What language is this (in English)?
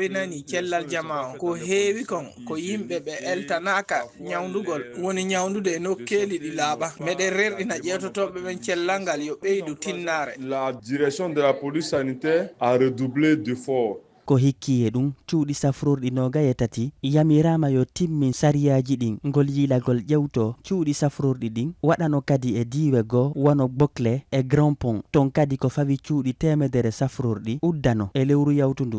Fula